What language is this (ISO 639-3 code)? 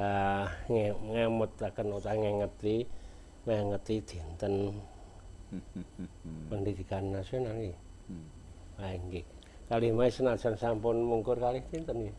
jav